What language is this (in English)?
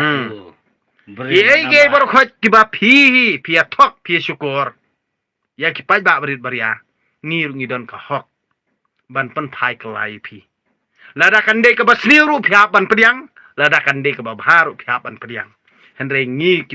Khasi